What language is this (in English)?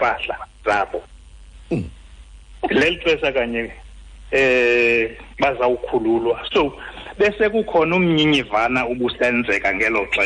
Xhosa